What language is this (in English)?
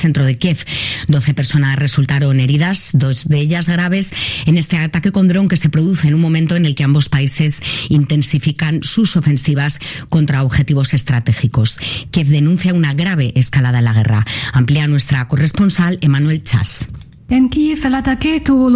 Spanish